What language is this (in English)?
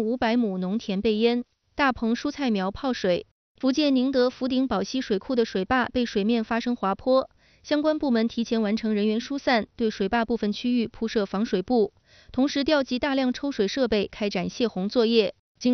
Chinese